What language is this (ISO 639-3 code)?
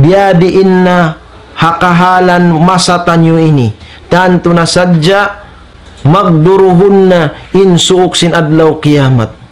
tsg